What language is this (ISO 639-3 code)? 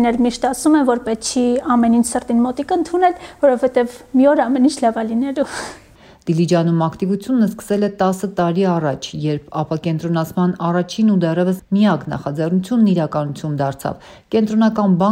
hye